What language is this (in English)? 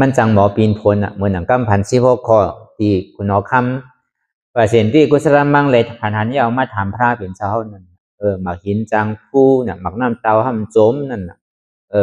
Shan